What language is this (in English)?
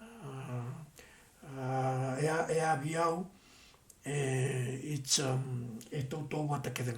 Fijian